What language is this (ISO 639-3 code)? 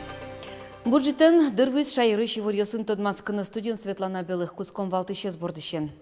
udm